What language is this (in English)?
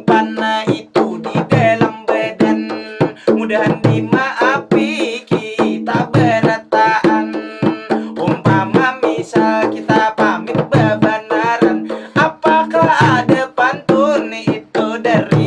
Banjar